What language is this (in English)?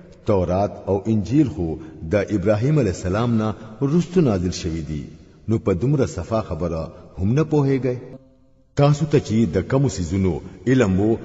Pashto